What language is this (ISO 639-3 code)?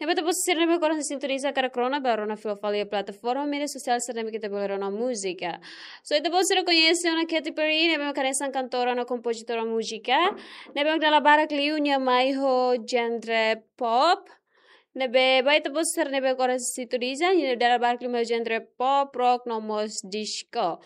tet